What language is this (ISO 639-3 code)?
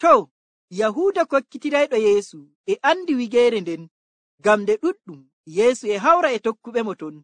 fuv